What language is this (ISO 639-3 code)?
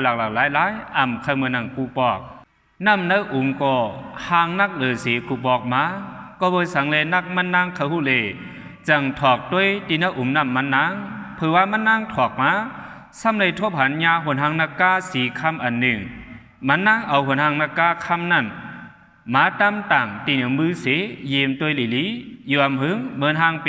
shn